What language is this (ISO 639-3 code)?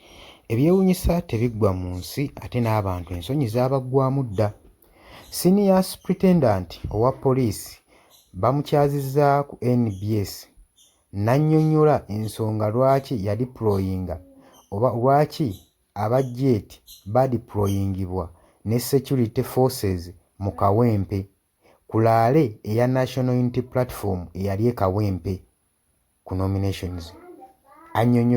lug